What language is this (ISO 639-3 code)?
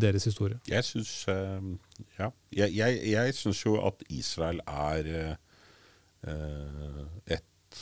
nor